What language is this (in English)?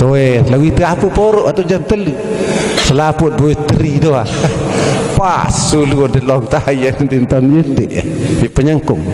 Sasak